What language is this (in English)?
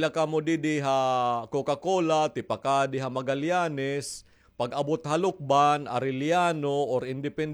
Waray